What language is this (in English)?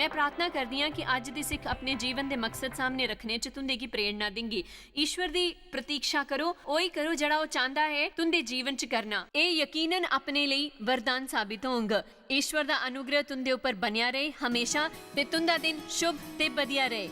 Dogri